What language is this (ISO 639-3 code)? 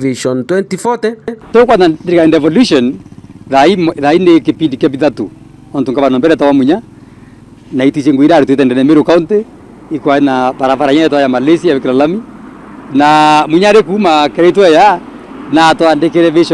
mer